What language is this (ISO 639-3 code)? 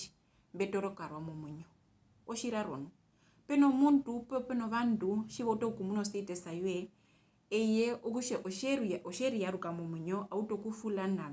her